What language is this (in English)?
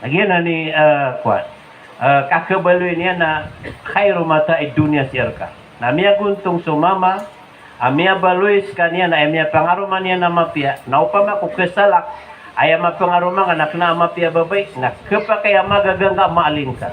Maranao